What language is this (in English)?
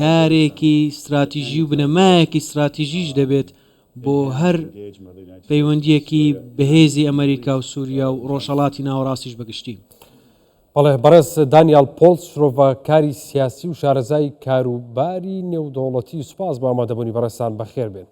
Central Kurdish